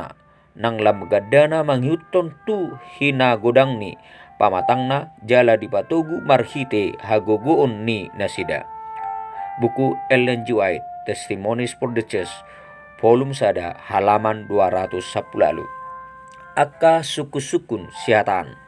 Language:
Batak Toba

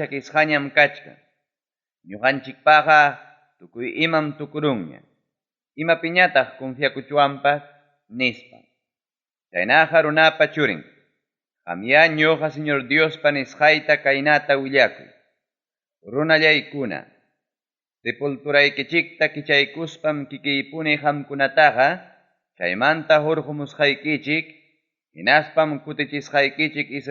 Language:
Ayacucho Quechua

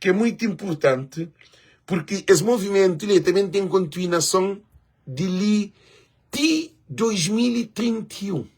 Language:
Kabuverdianu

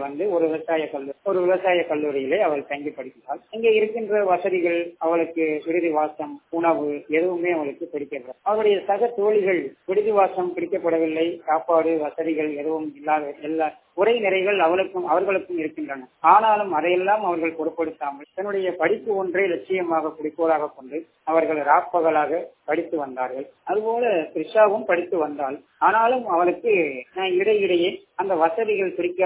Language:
Tamil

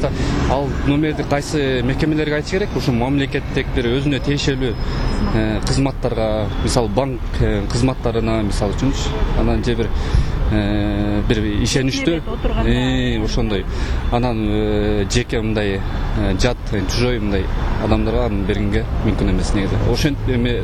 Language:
Kyrgyz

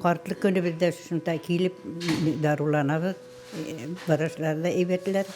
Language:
Bashkir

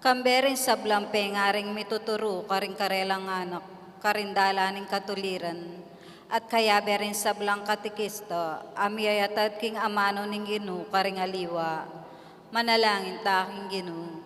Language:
Pampanga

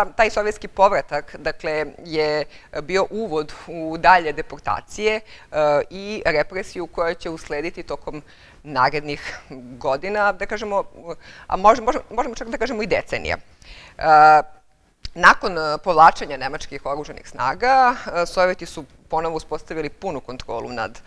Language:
Serbian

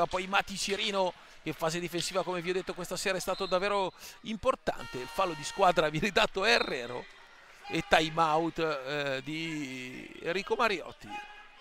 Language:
Italian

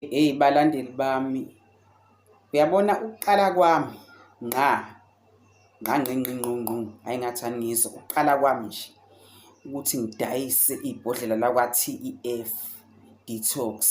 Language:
Zulu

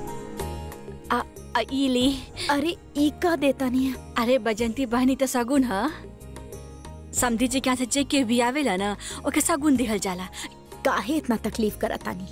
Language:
Bhojpuri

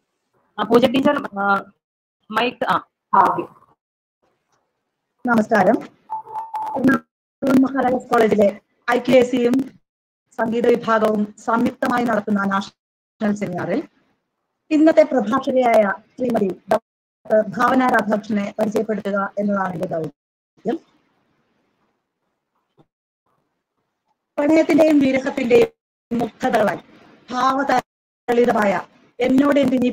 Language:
Malayalam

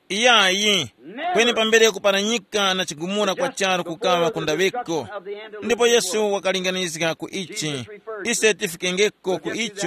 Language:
Tumbuka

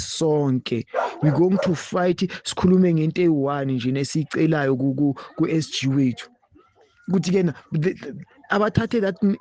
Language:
Zulu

